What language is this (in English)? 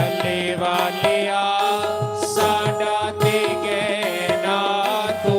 Dogri